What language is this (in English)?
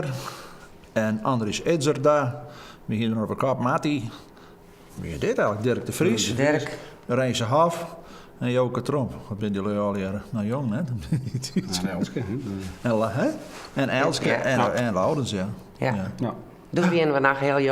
Western Frisian